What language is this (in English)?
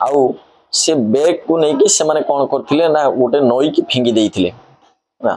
Odia